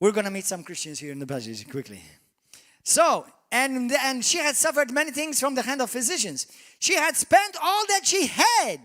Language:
English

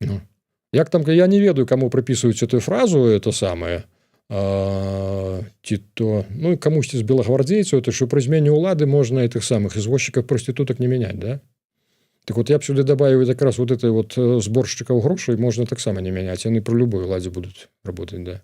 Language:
Belarusian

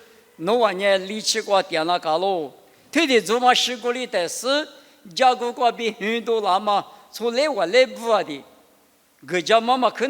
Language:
Lisu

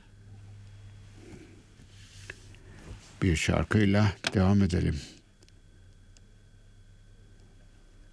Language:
Turkish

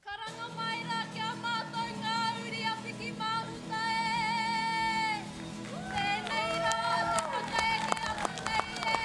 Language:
Māori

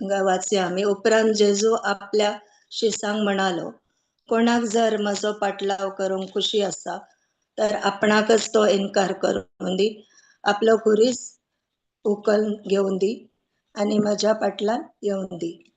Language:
Konkani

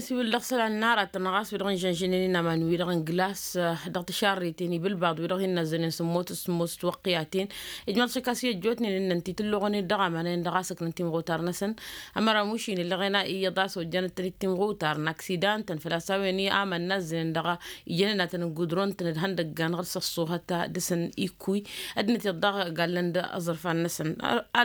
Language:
Tamasheq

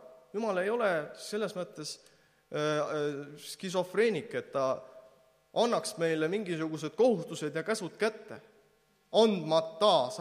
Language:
Estonian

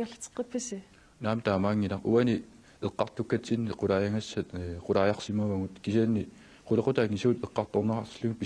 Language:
Kalaallisut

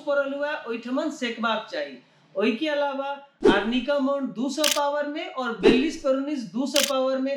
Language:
Maithili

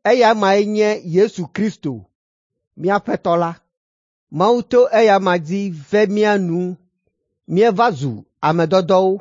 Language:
Ewe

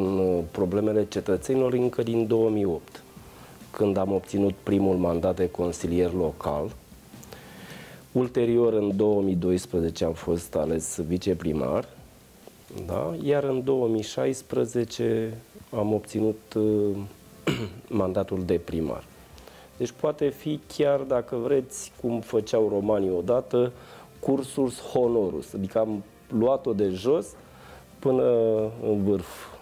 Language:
Romanian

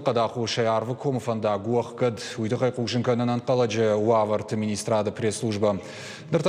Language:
Ossetic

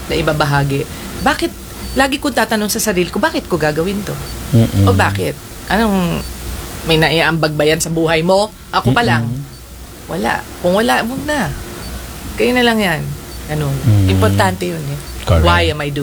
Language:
Filipino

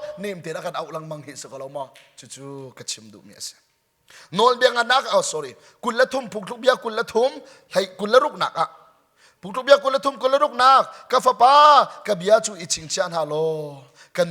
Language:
Hakha Chin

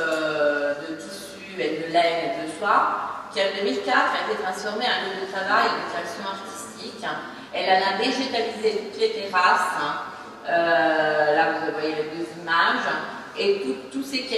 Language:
French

